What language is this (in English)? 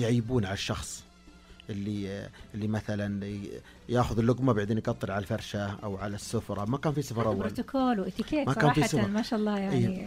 Najdi Arabic